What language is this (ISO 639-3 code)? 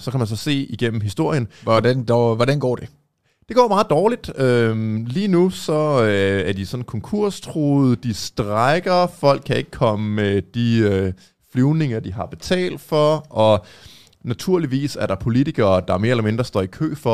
dan